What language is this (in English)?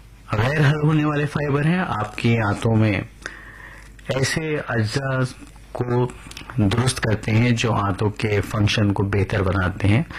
Urdu